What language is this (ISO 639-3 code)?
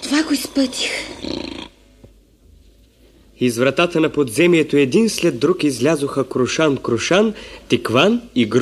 bul